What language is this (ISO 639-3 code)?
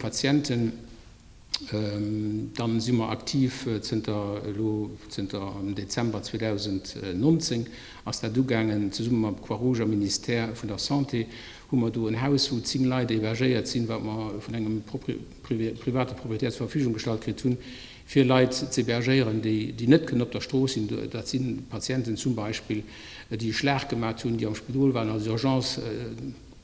ltz